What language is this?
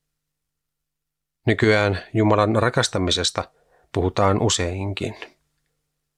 Finnish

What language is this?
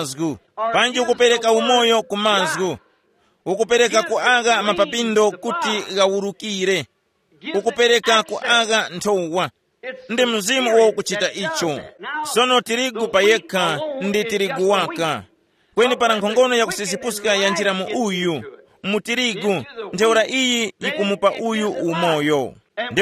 Tumbuka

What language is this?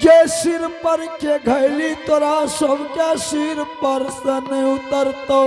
Angika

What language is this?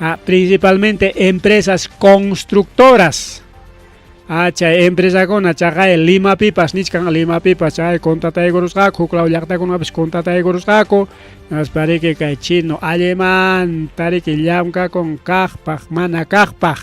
Ayacucho Quechua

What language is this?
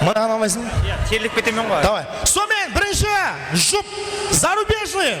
Kara-Kalpak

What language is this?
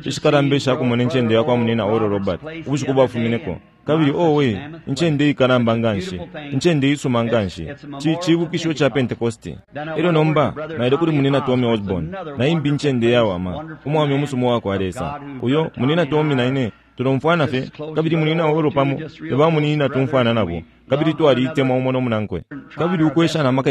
Bemba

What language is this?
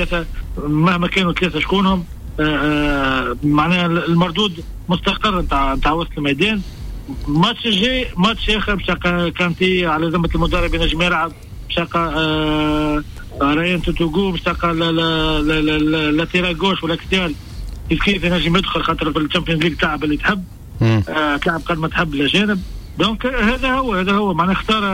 Tunisian Arabic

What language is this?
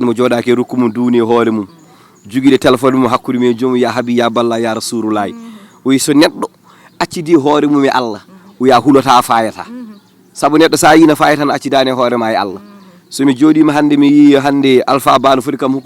Fula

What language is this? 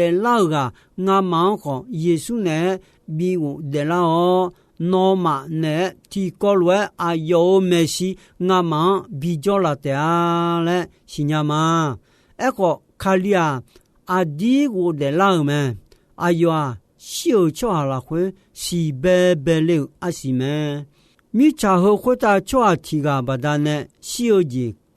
Akha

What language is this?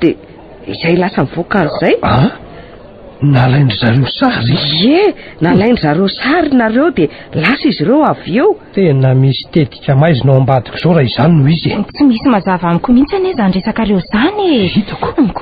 Malagasy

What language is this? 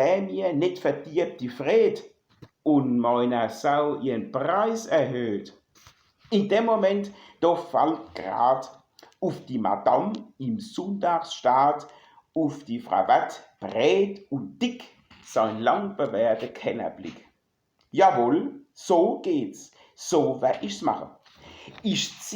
Palatine German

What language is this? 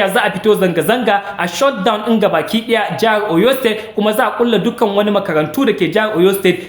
Hausa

